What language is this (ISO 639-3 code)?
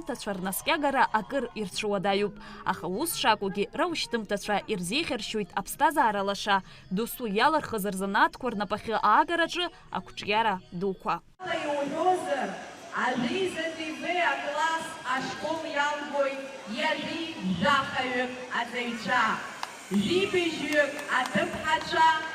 abk